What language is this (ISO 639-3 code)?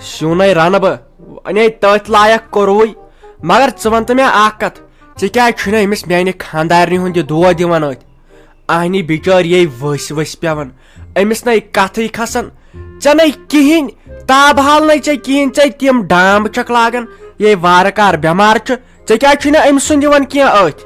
kas